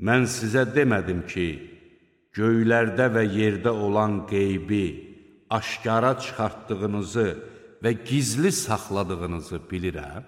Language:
Azerbaijani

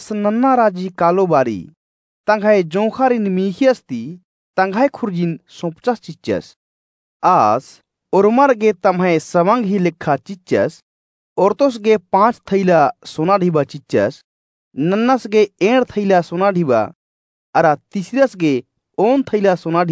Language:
Kurukh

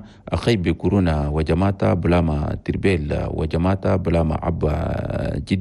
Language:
Chadian Arabic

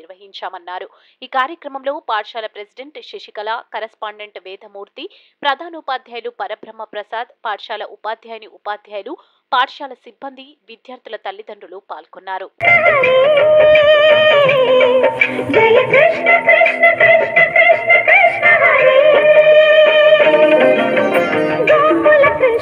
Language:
Telugu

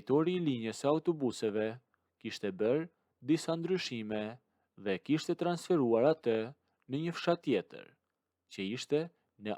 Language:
Albanian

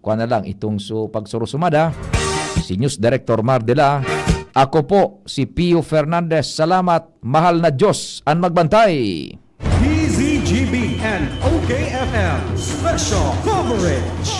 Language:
Bikol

